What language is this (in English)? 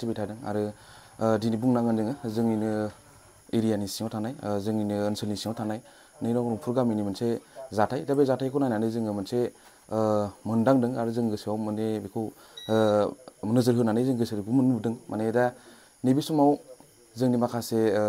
Bodo